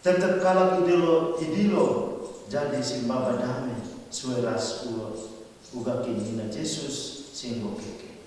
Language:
Batak Karo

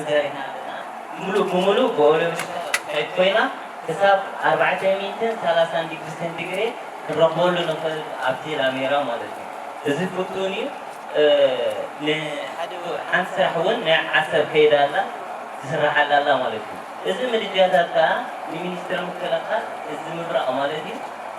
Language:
Tigrinya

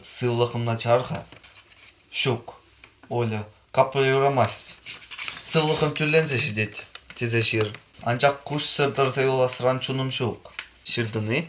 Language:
Chuvash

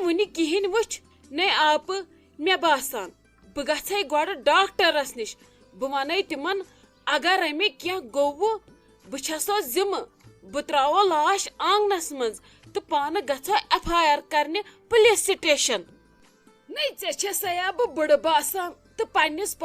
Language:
Kashmiri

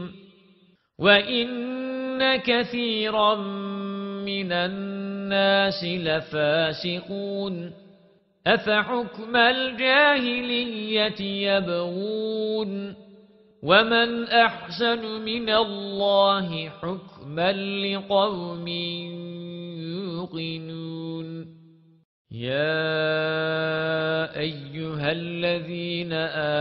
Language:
Arabic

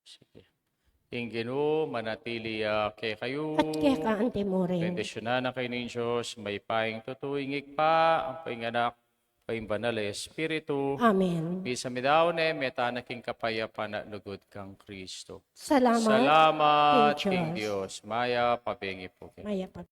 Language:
Pampanga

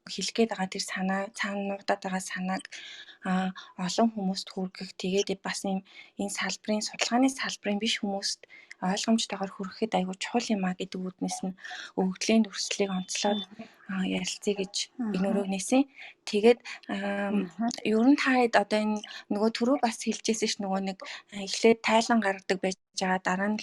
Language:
Mongolian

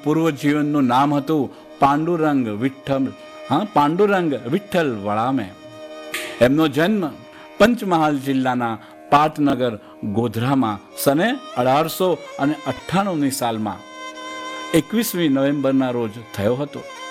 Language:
Gujarati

